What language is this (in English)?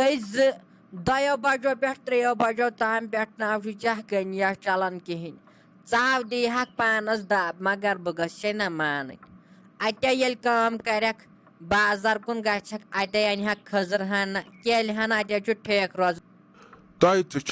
Kashmiri